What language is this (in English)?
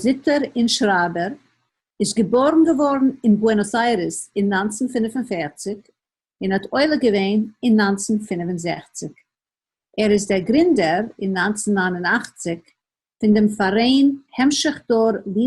Yiddish